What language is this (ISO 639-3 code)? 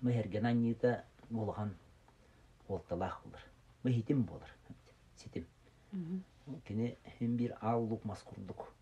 sah